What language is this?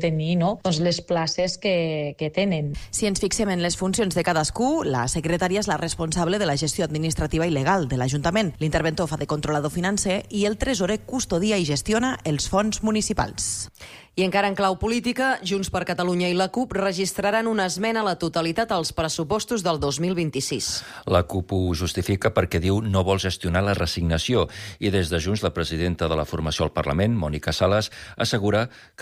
Catalan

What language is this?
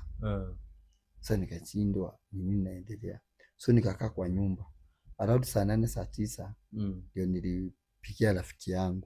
Swahili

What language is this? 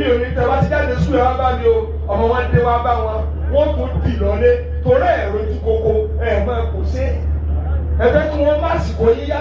Yoruba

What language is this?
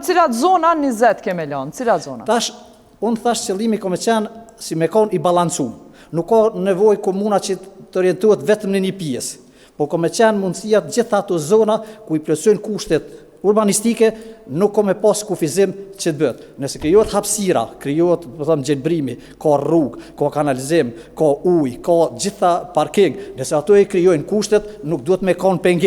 Albanian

